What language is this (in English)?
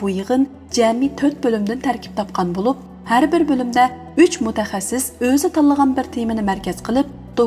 Uyghur